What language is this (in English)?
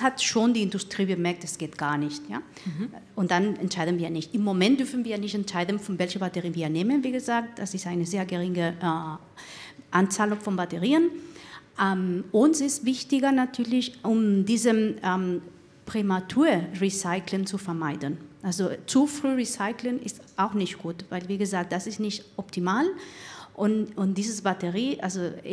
German